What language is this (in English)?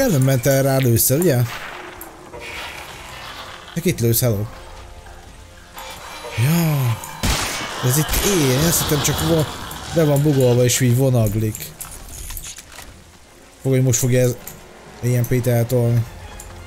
Hungarian